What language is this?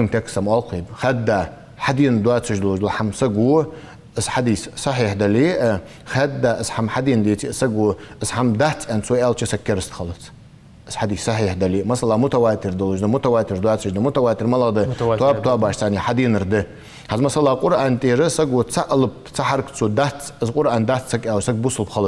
Ingush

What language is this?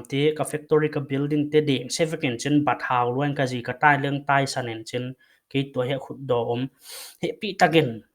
Paite Chin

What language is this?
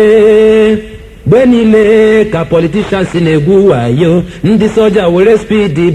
Igbo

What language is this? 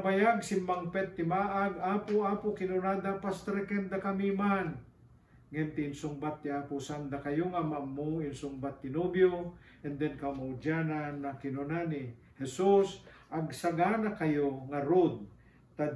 Iloko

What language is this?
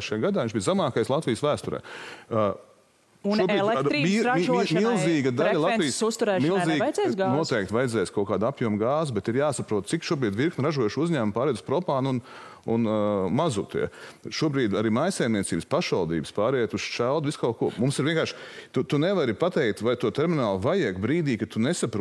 Latvian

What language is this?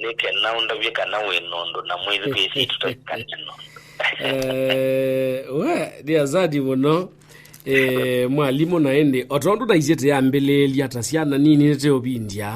Kamba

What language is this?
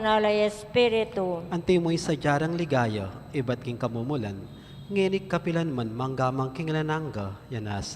Pampanga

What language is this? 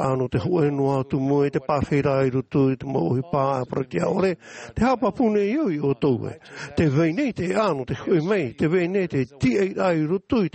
Tahitian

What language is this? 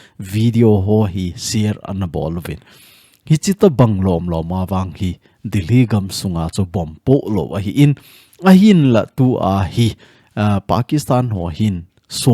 Thado Chin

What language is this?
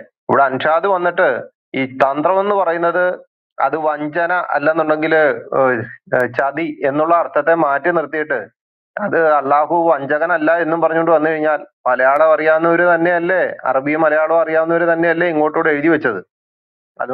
Malayalam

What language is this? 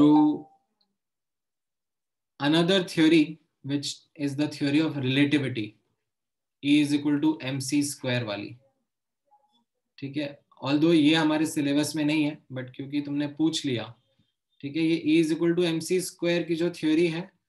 Hindi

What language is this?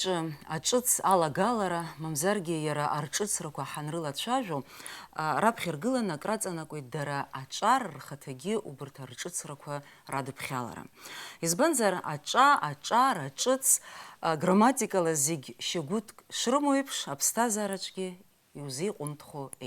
Abkhazian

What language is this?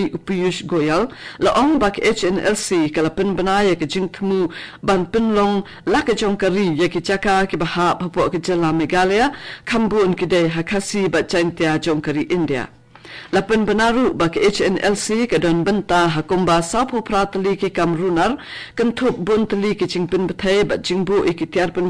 Khasi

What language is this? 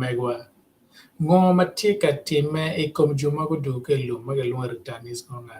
Acoli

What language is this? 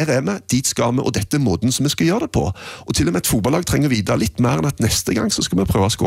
Norwegian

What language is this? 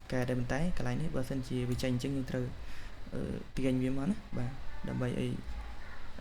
Khmer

